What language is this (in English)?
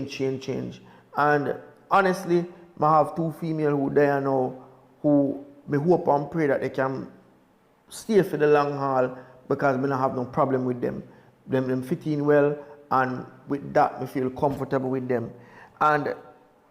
Jamaican Creole English